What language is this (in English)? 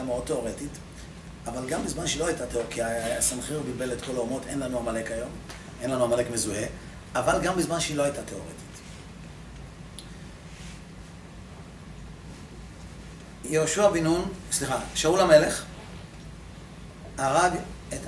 Hebrew